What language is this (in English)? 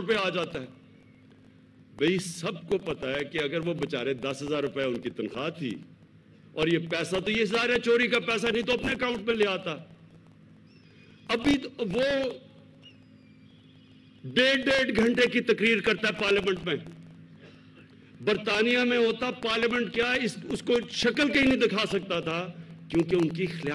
Urdu